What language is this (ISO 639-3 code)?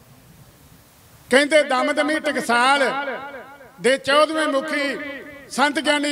pan